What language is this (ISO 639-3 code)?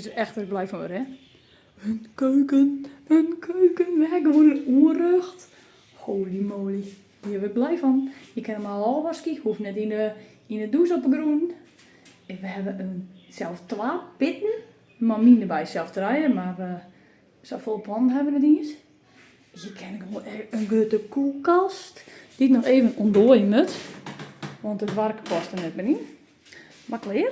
fry